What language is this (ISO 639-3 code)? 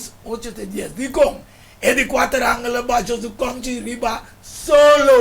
pap